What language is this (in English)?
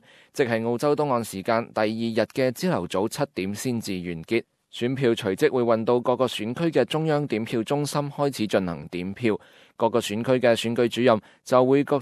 Cantonese